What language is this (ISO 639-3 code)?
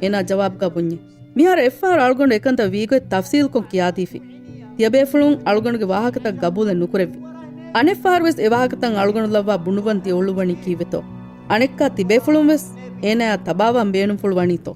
div